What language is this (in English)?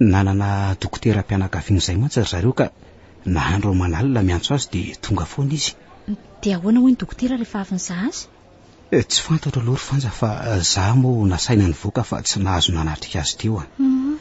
Malagasy